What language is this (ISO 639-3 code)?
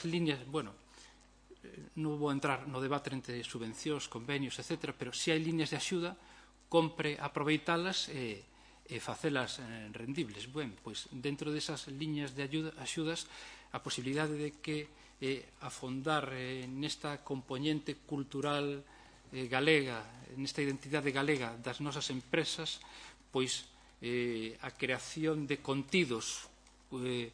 glg